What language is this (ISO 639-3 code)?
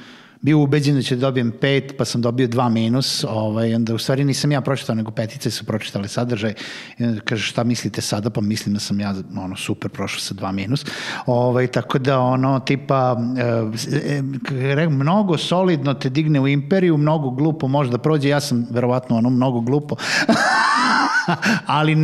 srp